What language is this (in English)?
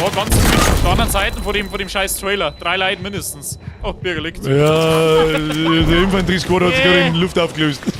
Bavarian